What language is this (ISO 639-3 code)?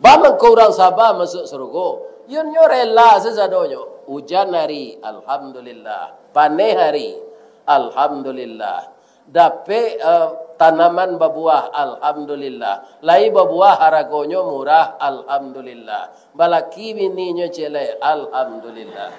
min